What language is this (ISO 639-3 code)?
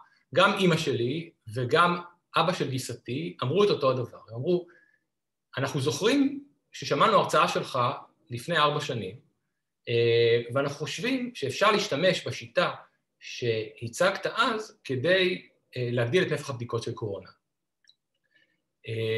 heb